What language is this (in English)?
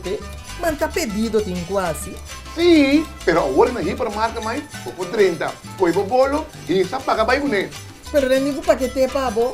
Papiamento